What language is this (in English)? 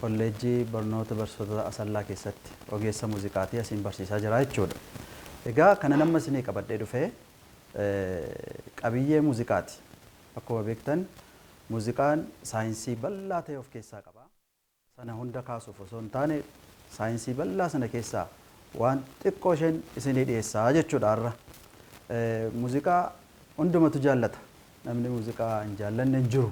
Oromo